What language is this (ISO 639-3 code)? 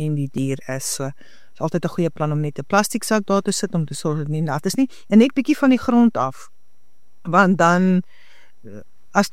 afr